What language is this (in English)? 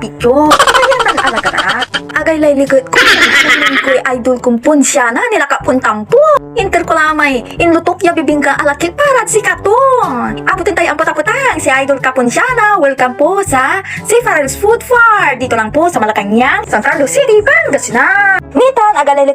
Pangasinan